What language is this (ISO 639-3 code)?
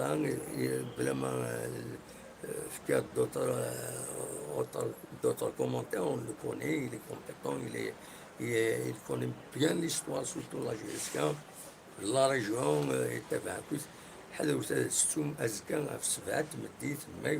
kab